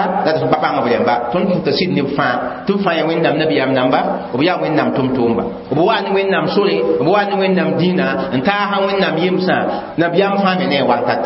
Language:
Mossi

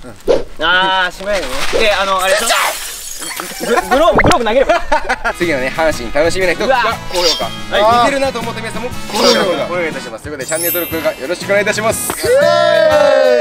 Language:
Japanese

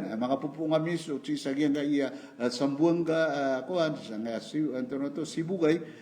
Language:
Maranao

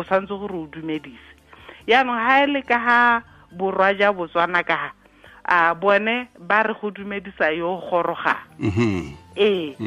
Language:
Tswana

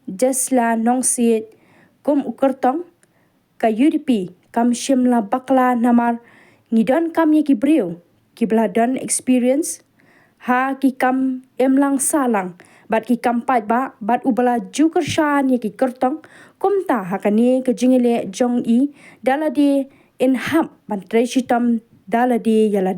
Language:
Khasi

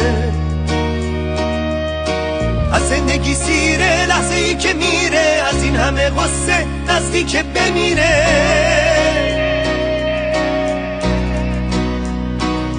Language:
Persian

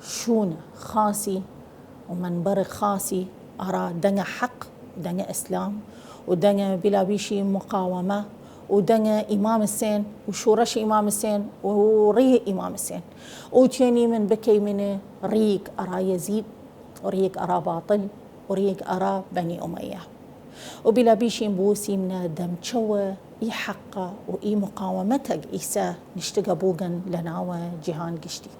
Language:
Southern Kurdish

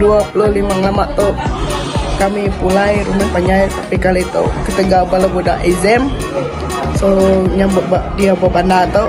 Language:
Iban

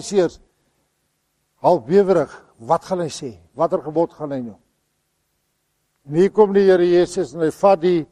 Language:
Afrikaans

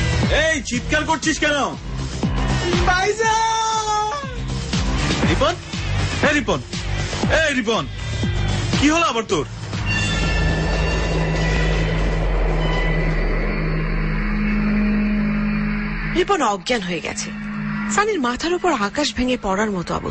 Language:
Bangla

